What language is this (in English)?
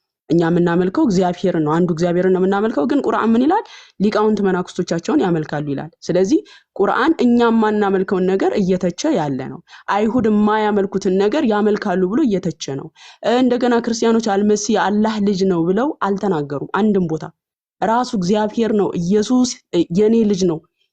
Amharic